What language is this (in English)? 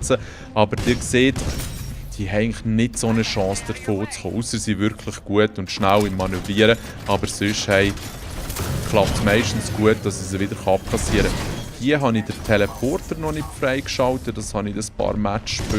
Swiss German